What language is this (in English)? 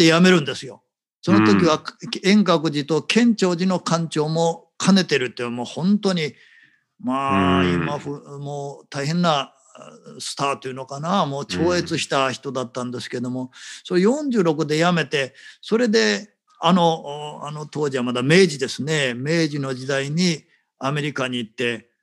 Japanese